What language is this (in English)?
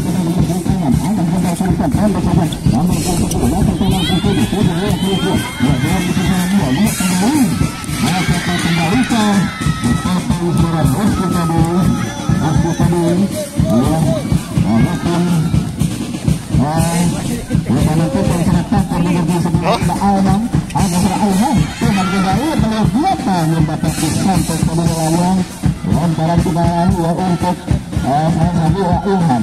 Indonesian